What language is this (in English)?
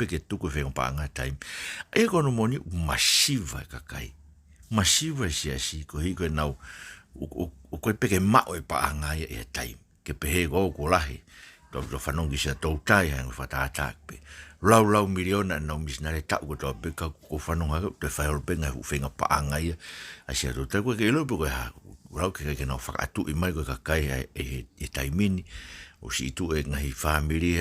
Tongan